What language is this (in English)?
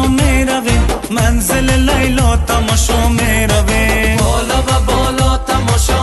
Persian